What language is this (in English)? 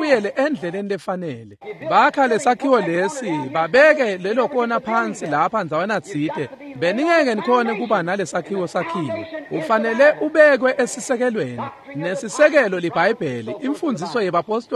Swati